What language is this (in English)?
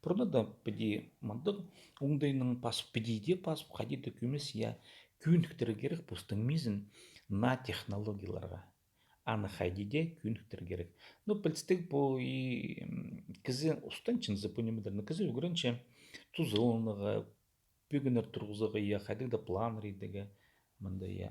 Khakas